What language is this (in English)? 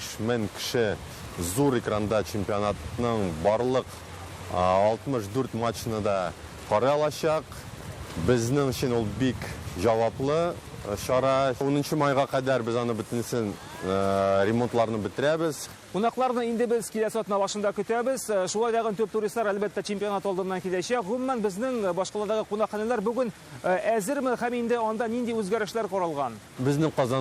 Tatar